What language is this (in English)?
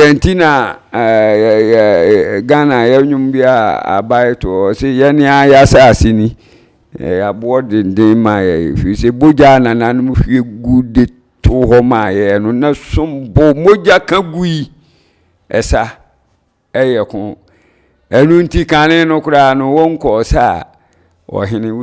Akan